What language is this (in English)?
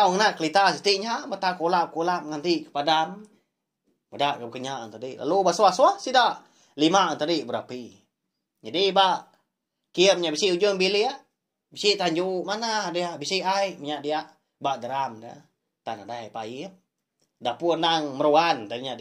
Iban